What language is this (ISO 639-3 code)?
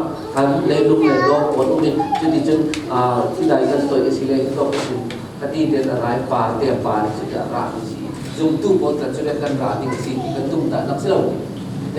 cfm